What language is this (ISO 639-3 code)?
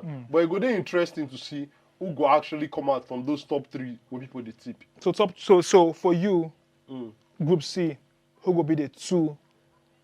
pcm